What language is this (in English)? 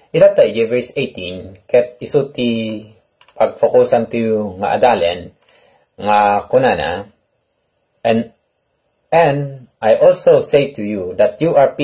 Iloko